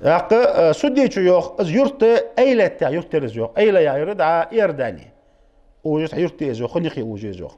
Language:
Ingush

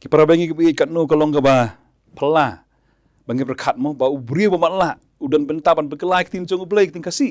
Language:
Khasi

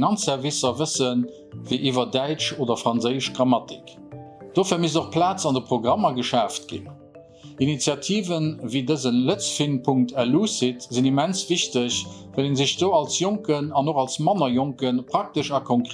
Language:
Luxembourgish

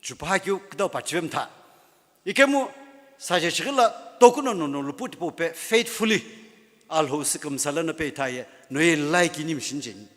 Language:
Sumi Naga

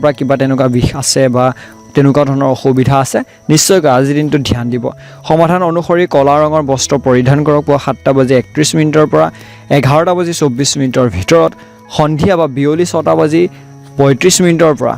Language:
Assamese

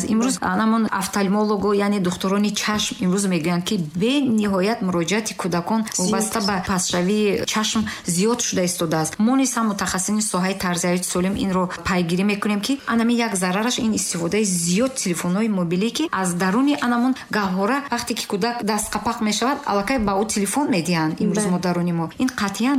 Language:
Tajik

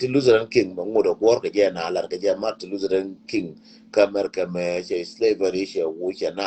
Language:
Nuer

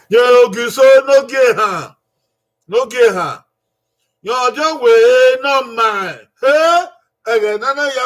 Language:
Bini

